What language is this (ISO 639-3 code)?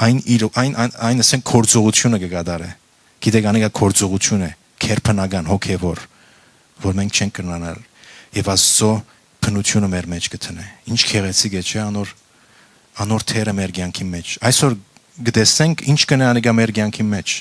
hyw